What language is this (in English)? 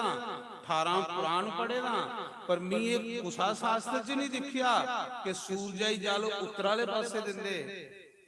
Dogri